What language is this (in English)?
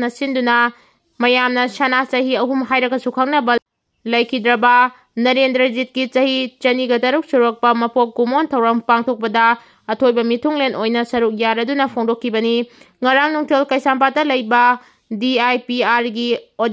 Manipuri